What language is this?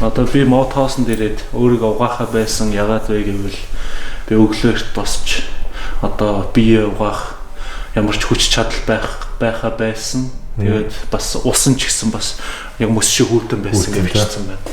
Mongolian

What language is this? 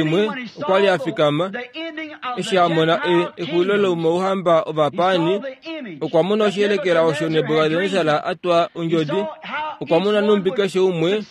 Kuanyama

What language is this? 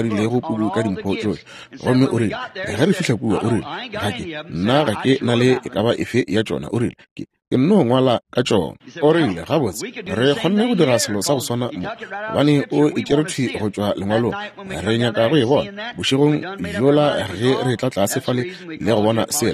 Northern Sotho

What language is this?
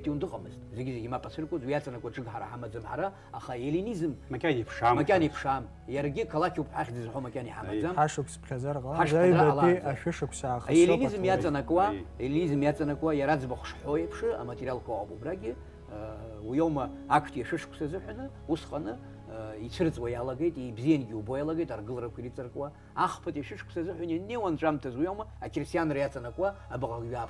Abkhazian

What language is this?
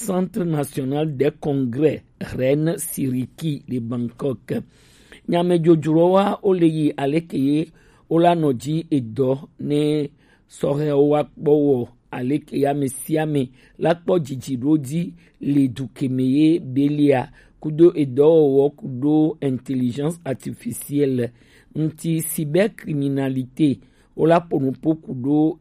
Gen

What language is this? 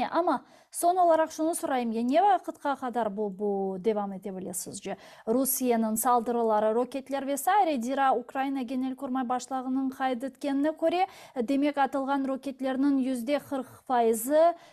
Crimean Tatar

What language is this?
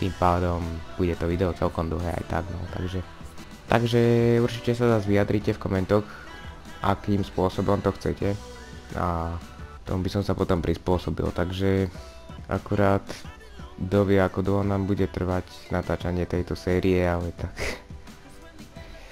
Slovak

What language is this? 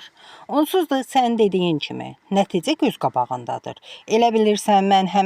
Azerbaijani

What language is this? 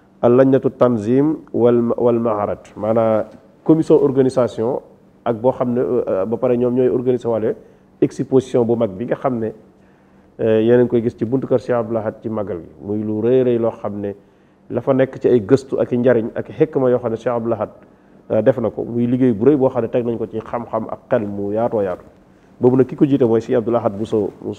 Wolof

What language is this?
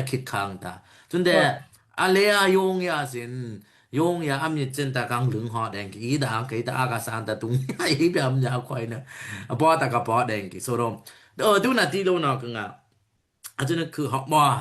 Daai Chin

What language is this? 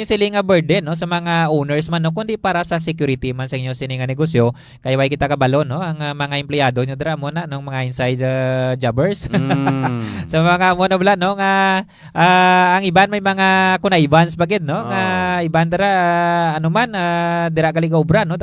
Hiligaynon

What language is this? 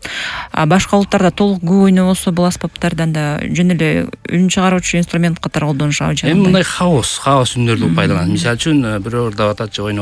Kyrgyz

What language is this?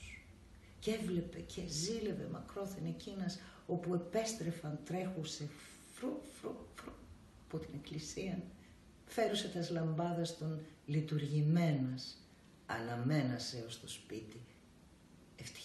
Greek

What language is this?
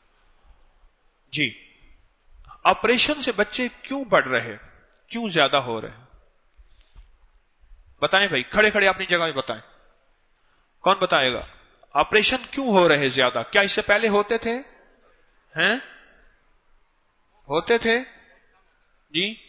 Urdu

